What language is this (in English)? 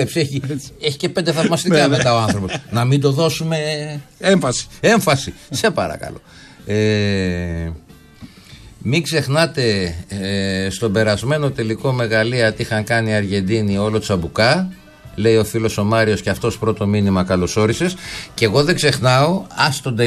Greek